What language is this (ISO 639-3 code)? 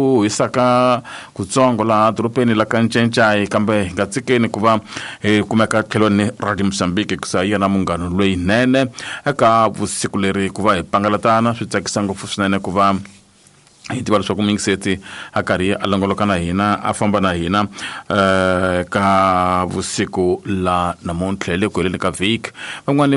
tso